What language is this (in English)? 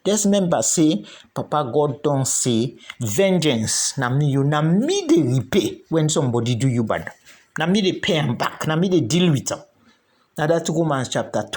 Krio